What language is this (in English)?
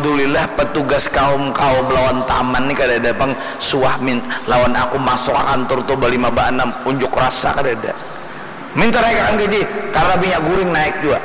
Banjar